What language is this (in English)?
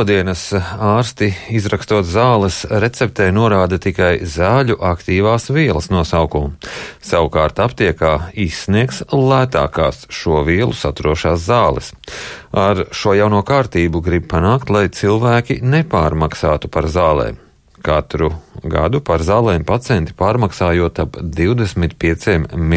Latvian